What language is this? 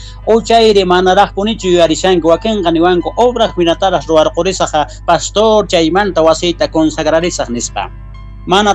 South Bolivian Quechua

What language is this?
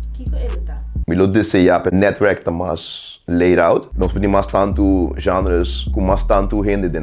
Papiamento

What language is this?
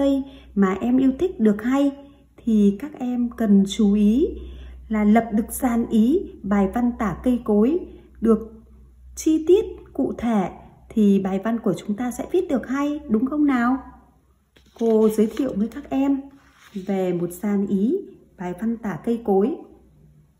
Vietnamese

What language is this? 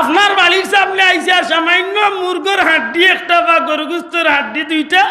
Sylheti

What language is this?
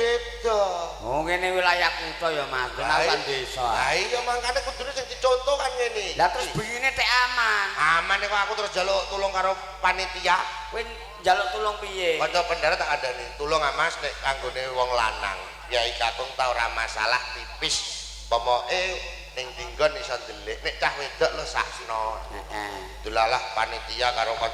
Javanese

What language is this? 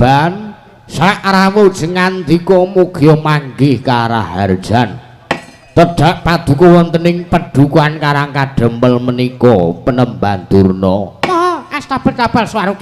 Javanese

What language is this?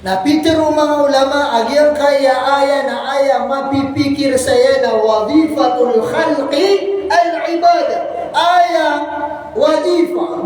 Maranao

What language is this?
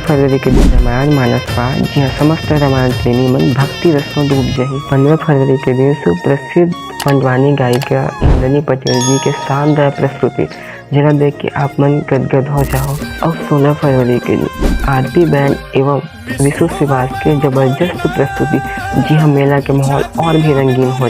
Chhattisgarhi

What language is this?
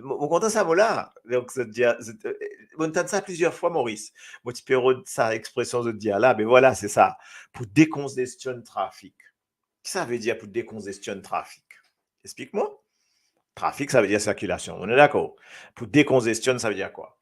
Morisyen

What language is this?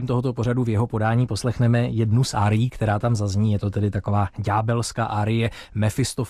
Czech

